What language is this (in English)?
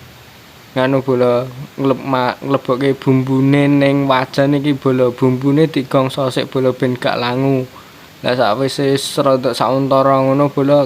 Javanese